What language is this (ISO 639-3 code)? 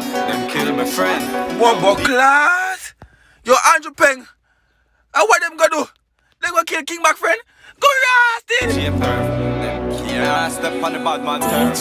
jam